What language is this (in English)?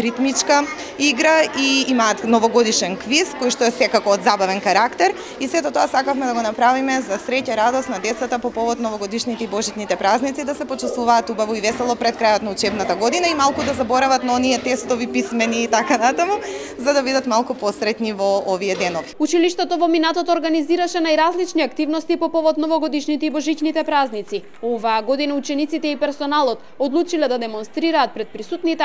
Macedonian